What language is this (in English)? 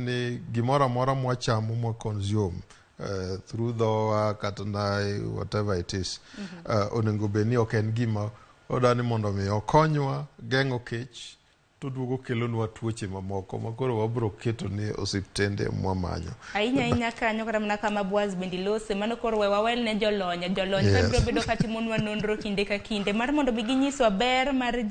Luo (Kenya and Tanzania)